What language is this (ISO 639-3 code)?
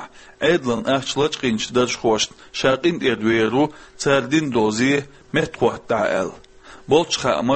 che